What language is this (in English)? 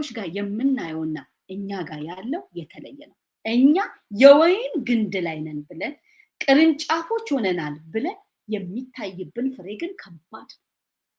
Amharic